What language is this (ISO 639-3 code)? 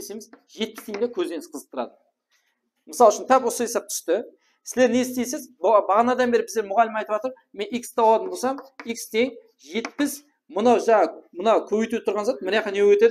kaa